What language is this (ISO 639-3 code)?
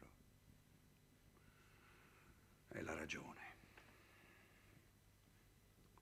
ita